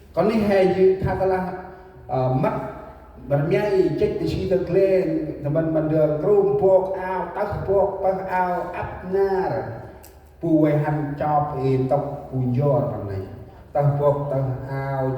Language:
Central Mnong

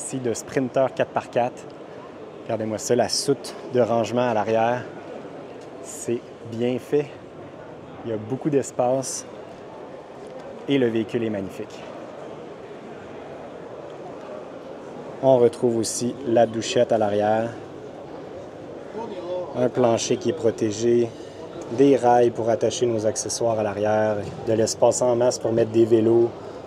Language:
French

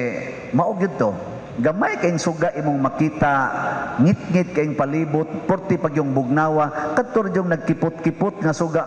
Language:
Cebuano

